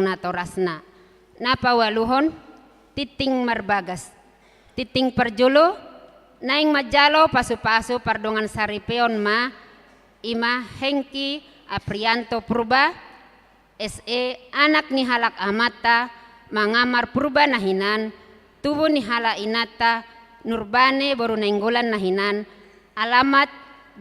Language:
Batak Toba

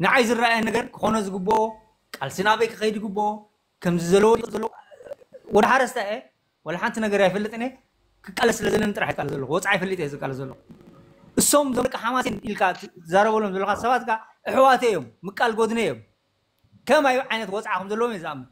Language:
Tigrinya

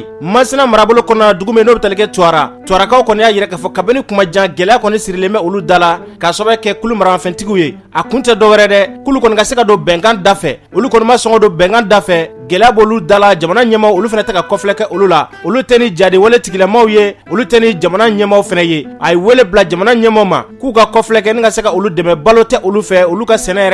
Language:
Bambara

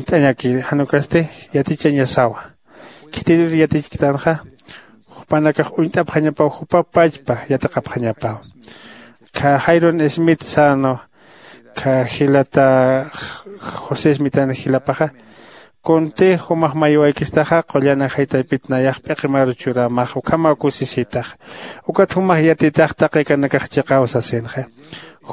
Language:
Aymara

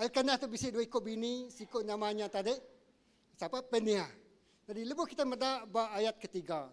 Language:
Iban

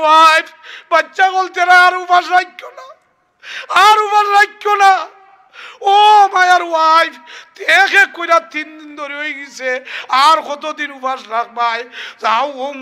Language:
Sylheti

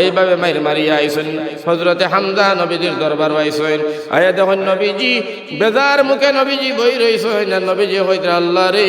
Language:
Sylheti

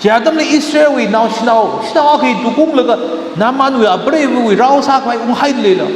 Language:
Tangkhul Naga (India)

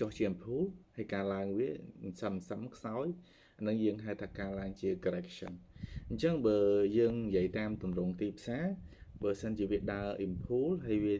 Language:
Khmer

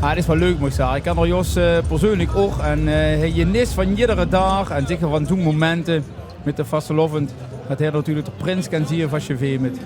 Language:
Limburgish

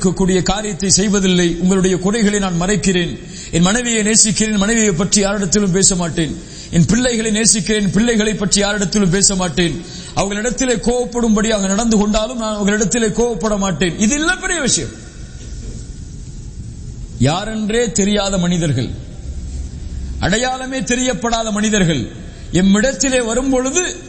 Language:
Tamil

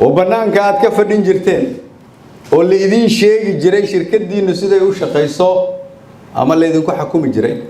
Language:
Somali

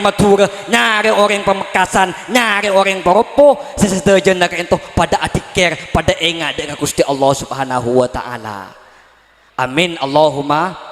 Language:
Madurese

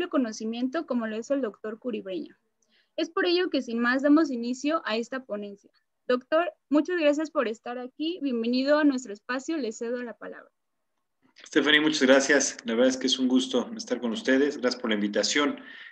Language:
Spanish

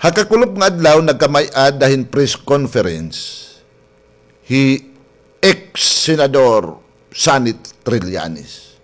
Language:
Waray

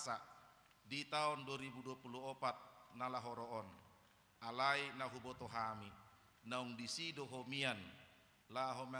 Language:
Batak Toba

